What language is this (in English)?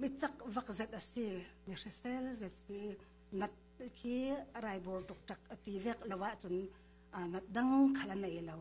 Falam Chin